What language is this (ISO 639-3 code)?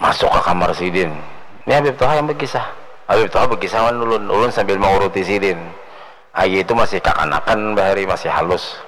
bjn